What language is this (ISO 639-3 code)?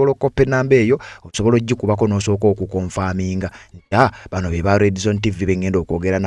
lug